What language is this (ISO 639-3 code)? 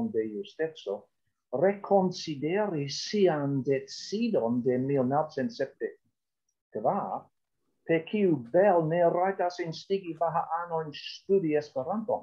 epo